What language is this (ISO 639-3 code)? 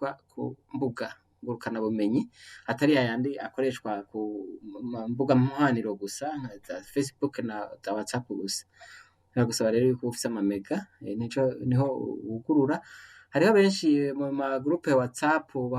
run